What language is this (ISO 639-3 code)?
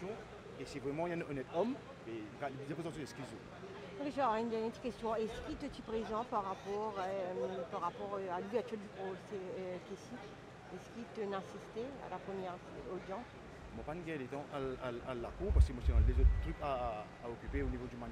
mfe